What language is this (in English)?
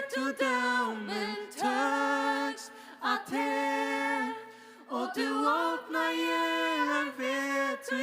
Faroese